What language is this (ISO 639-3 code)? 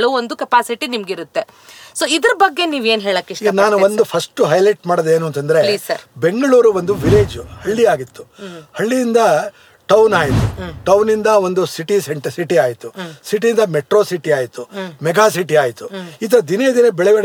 kan